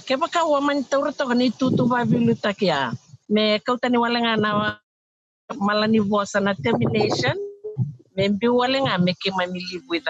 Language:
Fijian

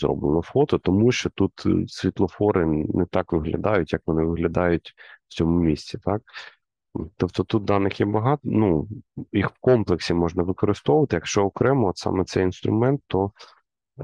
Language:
Ukrainian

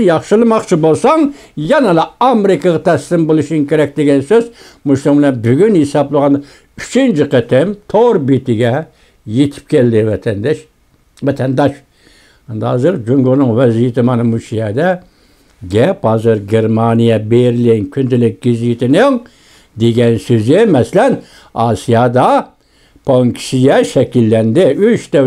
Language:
Uyghur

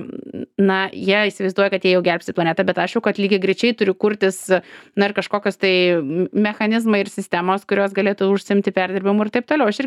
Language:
Lithuanian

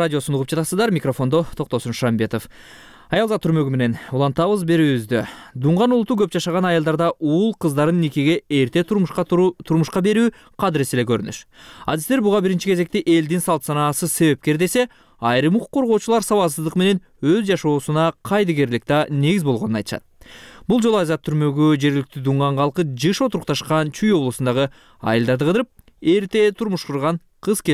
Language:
Kyrgyz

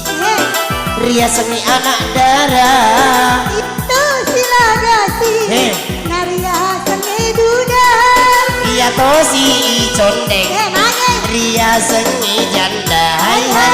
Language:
Buginese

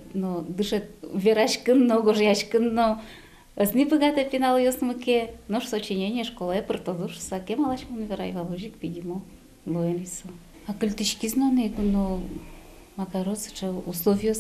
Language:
Udmurt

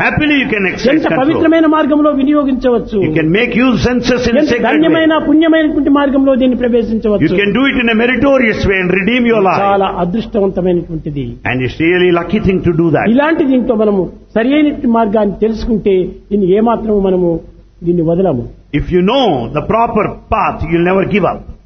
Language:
Telugu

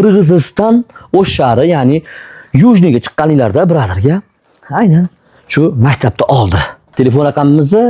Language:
Uzbek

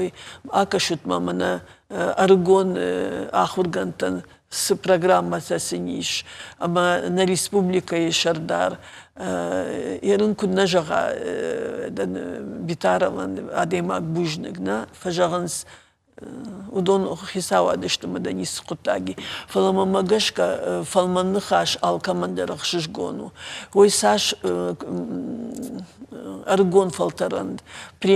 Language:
Ossetic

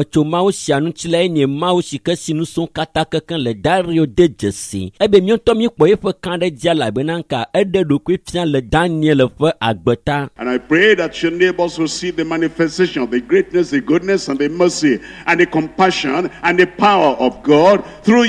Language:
Ewe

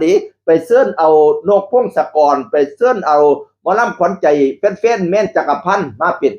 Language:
Northeastern Thai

